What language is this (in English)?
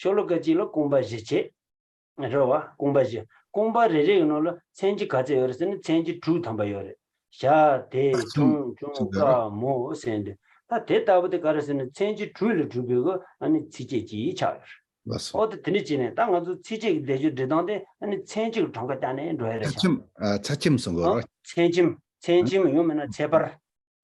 Tibetan